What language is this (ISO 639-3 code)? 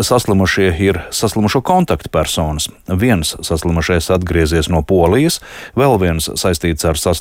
lav